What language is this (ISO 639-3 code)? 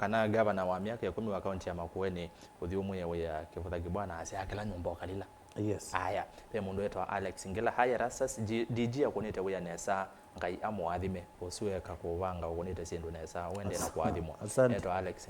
kam